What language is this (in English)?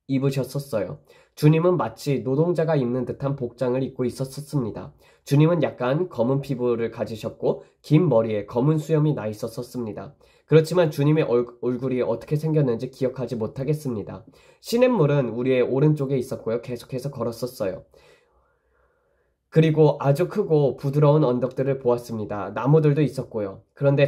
Korean